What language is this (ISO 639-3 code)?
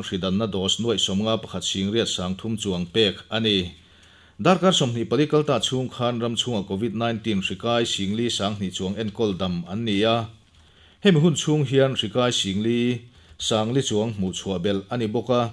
lus